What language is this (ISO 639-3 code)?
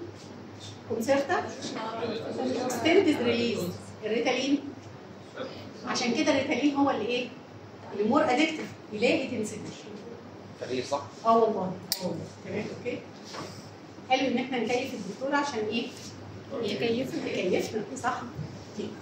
arz